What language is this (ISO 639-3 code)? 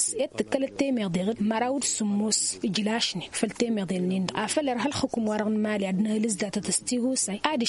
taq